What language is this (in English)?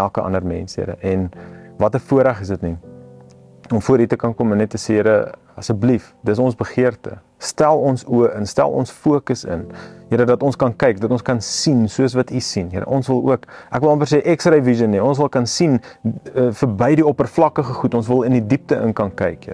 Afrikaans